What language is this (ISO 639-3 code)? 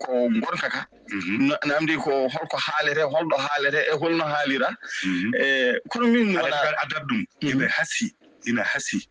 ful